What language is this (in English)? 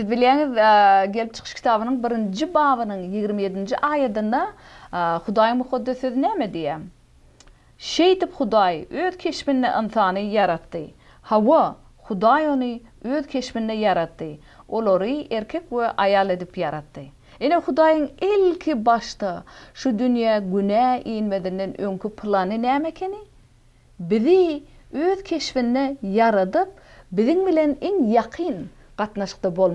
Turkmen